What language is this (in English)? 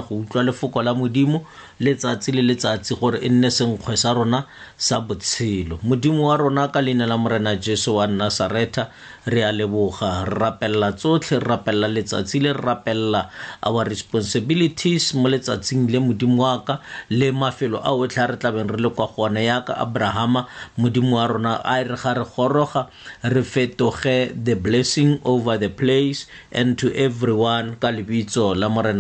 Tswana